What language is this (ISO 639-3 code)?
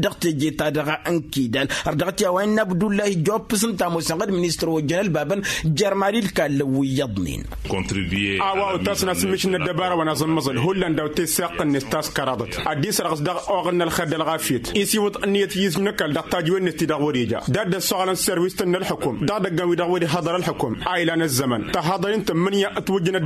taq